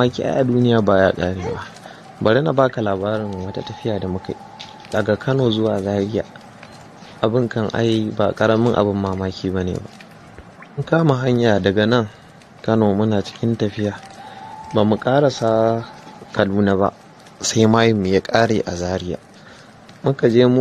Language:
Hausa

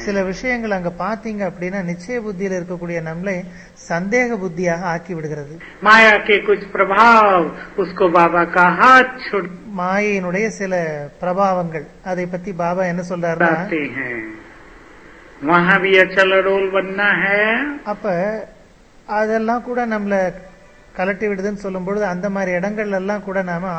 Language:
Tamil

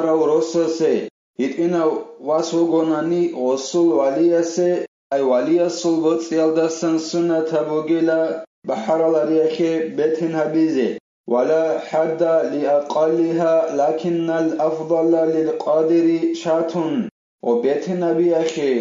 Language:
Avaric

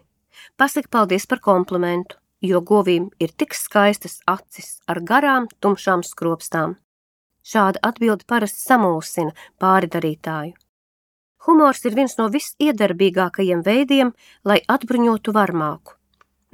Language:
Latvian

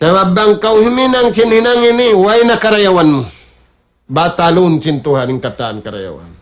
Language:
Tausug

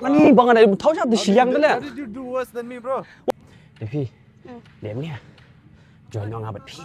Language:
Khasi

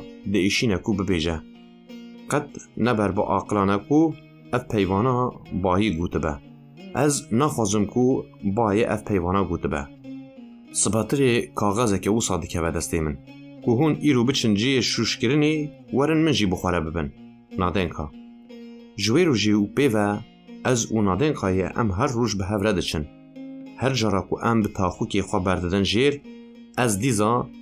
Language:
Kurdish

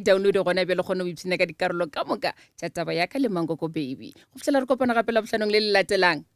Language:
Northern Sotho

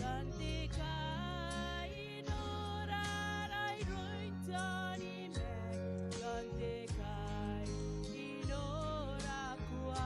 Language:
Gilbertese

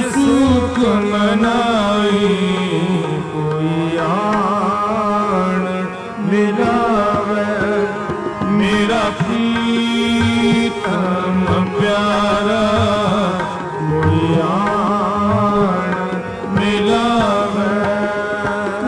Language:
Punjabi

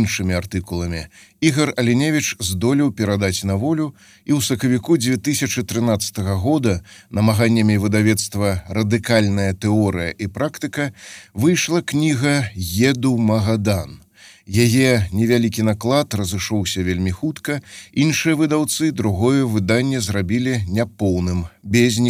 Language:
Belarusian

